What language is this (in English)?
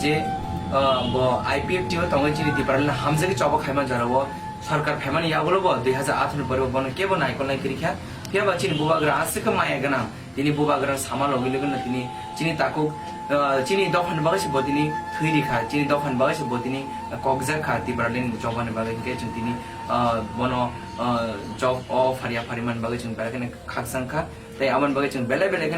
Kok Borok